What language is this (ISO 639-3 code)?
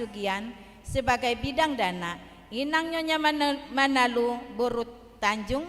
bbc